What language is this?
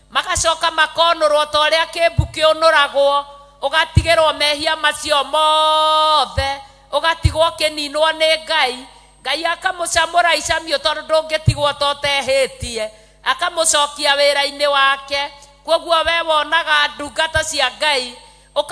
Kikuyu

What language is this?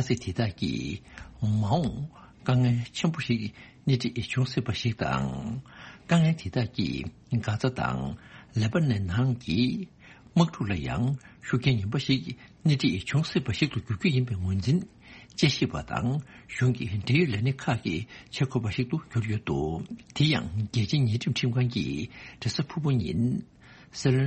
Tibetan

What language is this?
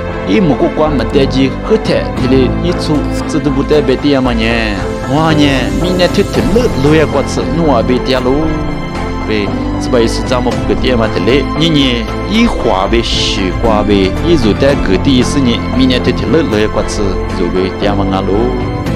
Lisu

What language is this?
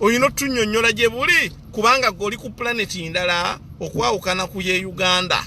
Ganda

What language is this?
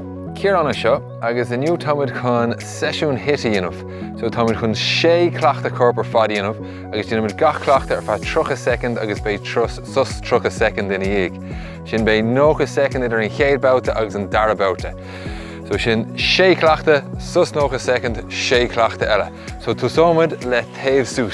Irish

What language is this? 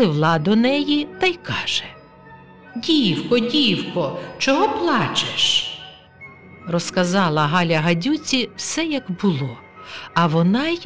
Ukrainian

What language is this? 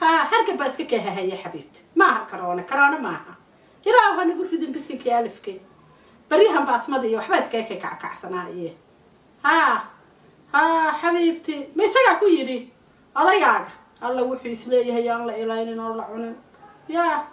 Somali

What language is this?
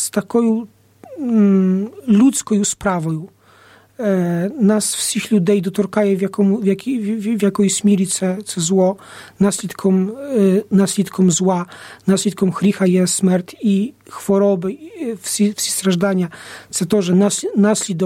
Ukrainian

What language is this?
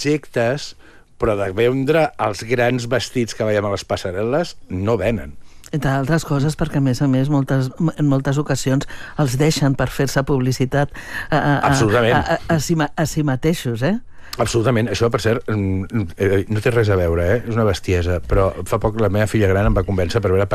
Catalan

